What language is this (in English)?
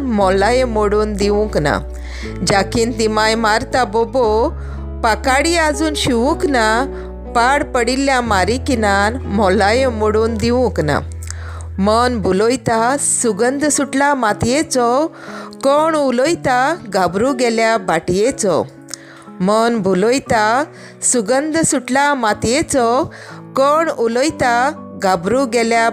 Konkani